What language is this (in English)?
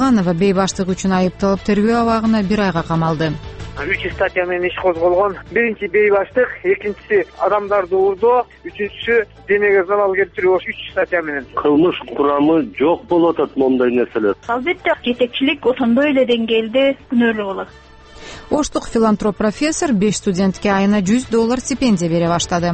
Kyrgyz